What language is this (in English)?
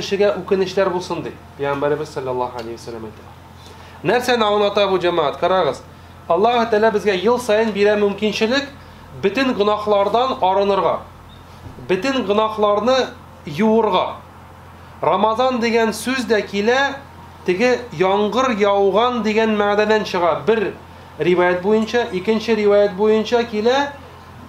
Tatar